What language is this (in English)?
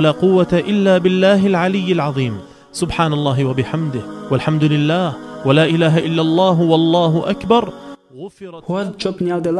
Chechen